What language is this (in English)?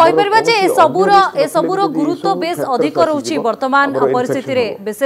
Odia